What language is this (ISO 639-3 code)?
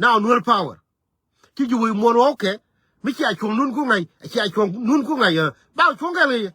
nus